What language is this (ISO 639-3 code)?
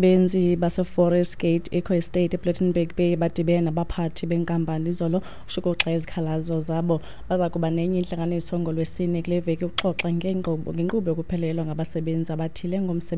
xho